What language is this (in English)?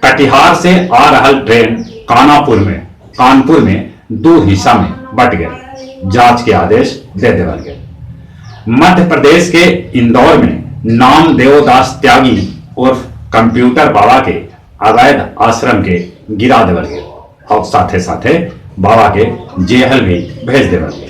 Magahi